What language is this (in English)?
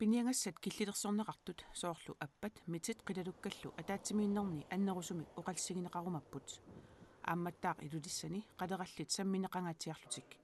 Kalaallisut